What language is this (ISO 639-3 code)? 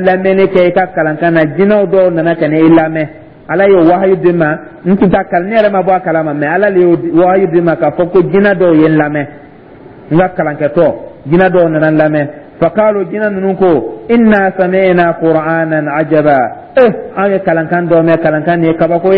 dyu